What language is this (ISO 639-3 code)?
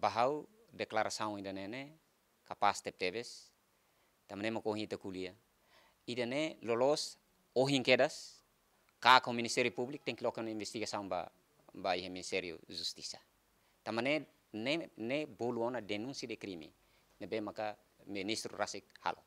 tet